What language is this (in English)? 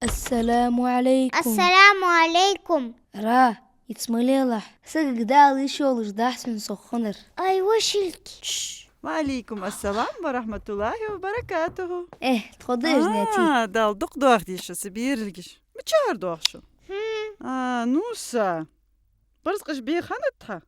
Ingush